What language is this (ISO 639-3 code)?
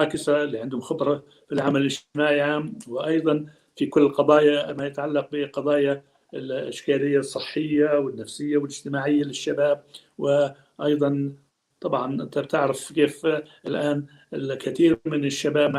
apc